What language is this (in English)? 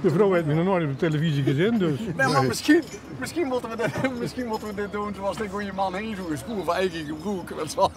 Limburgish